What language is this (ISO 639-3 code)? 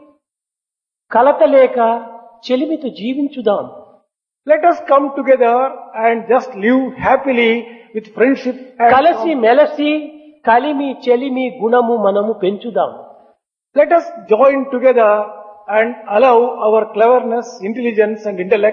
tel